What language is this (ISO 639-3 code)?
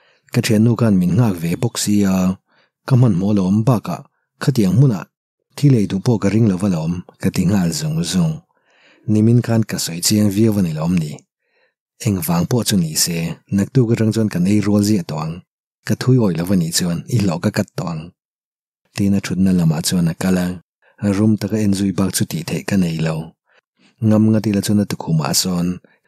lus